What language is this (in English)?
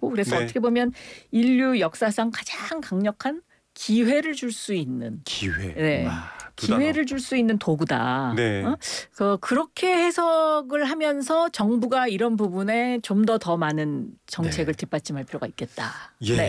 Korean